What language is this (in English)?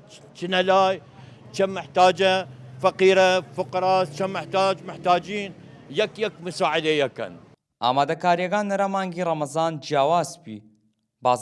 Southern Kurdish